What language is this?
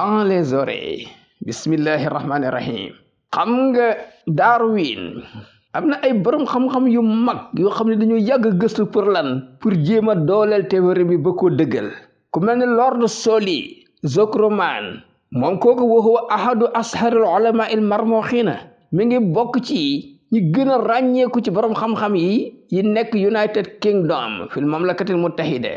Wolof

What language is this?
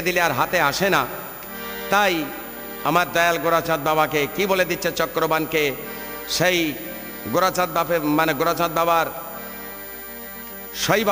Bangla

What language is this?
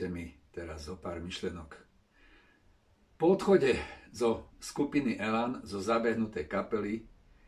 Slovak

